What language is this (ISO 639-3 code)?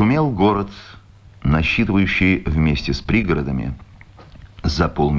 rus